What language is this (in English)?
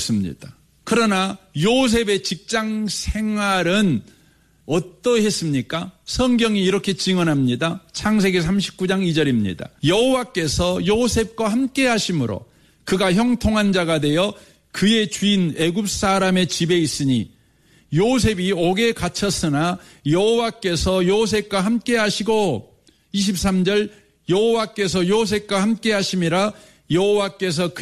Korean